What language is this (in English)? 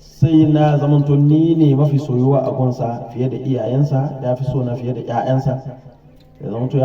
Hausa